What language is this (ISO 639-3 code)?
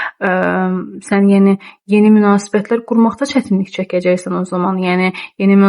aze